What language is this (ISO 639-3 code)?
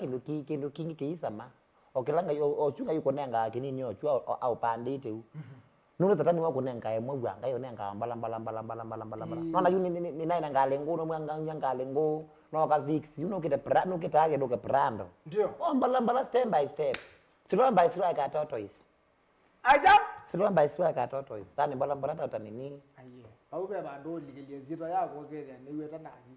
kam